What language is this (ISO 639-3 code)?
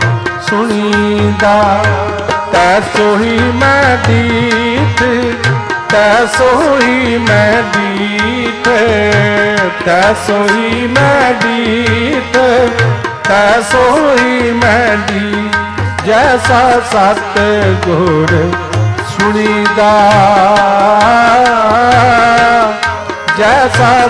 pan